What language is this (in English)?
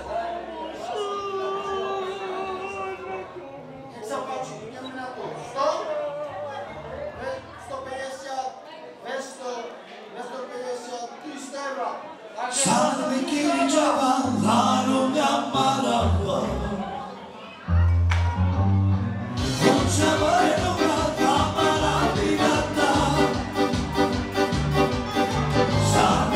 Slovak